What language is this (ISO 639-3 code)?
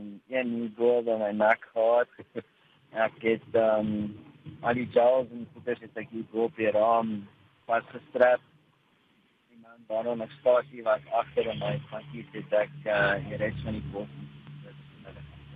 afr